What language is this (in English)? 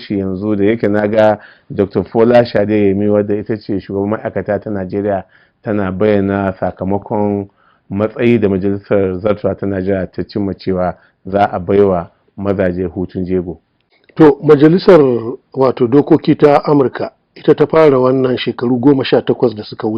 Hausa